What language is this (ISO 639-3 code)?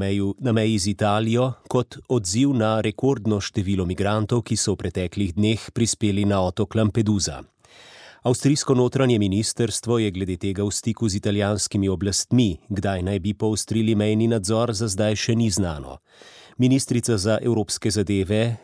slv